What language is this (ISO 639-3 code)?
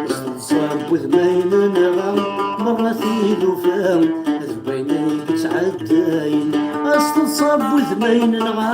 kab